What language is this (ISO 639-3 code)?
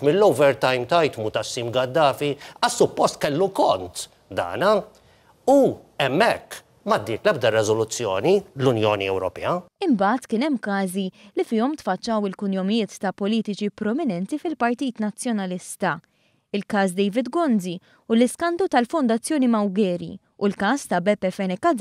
mlt